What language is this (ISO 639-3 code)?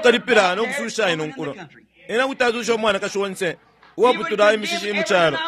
bem